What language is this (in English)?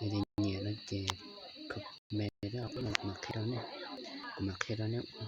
Hmong